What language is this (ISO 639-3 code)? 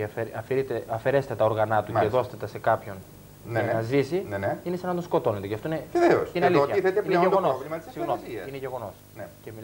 ell